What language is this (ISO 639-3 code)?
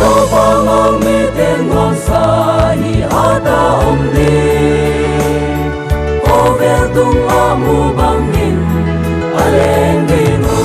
pck